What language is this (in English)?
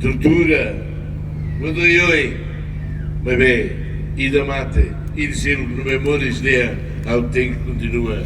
Tetum